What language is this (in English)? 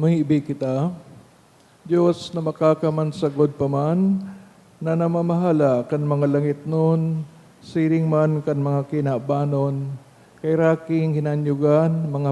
Bikol